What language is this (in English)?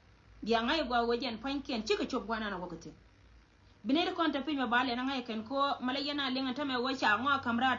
Nuer